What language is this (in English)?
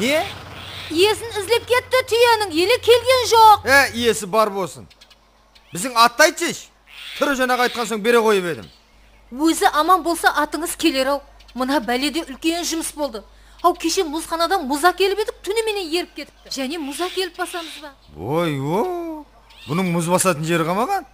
Kara-Kalpak